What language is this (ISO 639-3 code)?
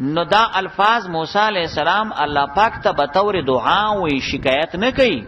pus